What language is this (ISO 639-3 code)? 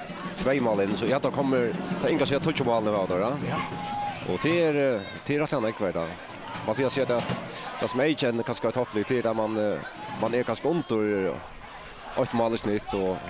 fao